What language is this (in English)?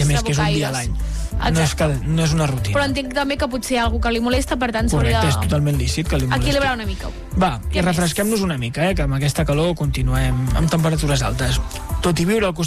Catalan